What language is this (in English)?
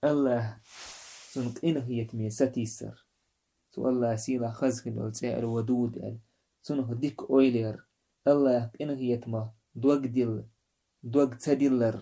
Chechen